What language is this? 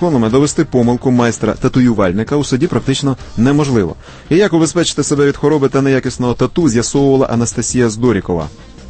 Ukrainian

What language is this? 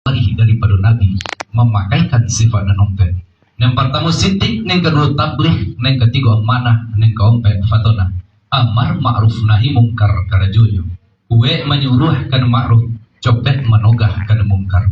Minangkabau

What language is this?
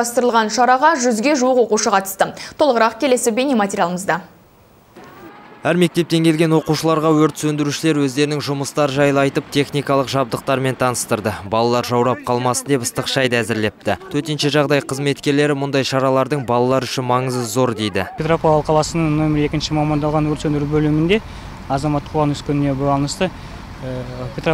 Kazakh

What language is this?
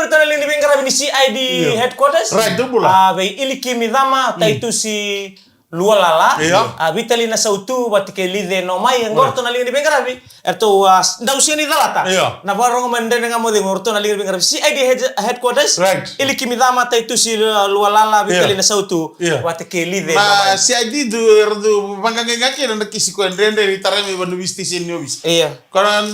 Fijian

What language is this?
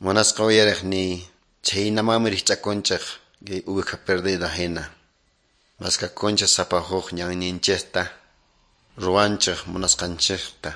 Quechua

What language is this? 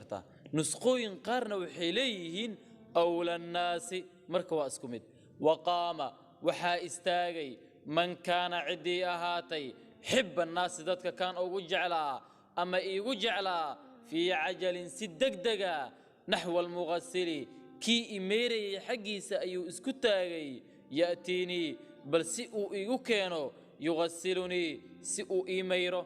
Somali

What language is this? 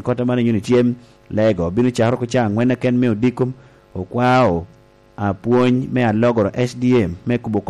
Lango (Uganda)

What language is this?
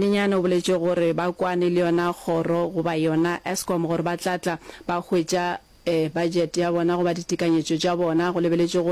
Northern Sotho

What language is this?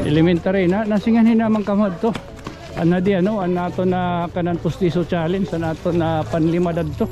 Waray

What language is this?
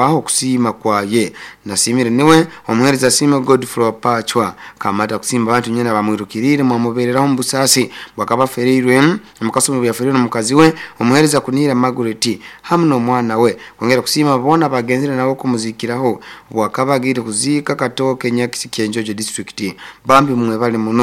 Nyoro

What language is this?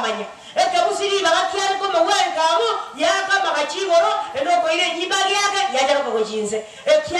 Gusii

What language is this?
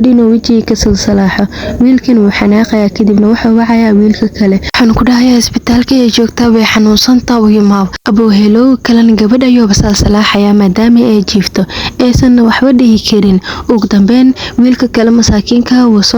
Somali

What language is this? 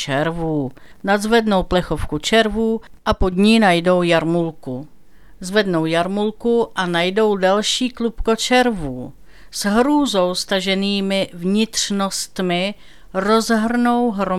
Czech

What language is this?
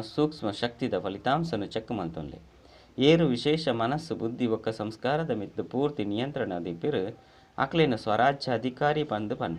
Tulu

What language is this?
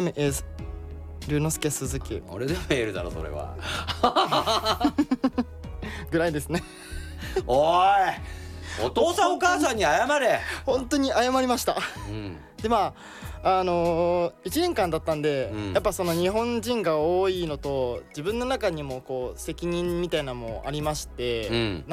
Japanese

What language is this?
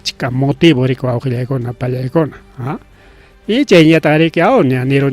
Ayacucho Quechua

